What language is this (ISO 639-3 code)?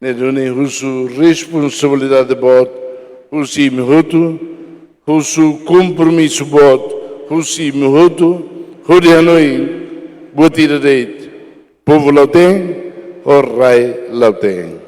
tet